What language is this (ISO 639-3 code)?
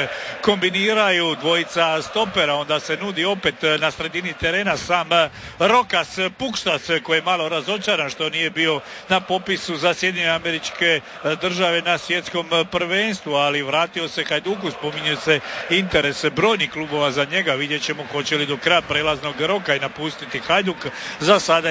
hrv